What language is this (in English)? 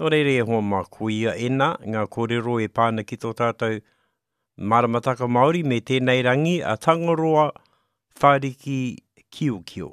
Māori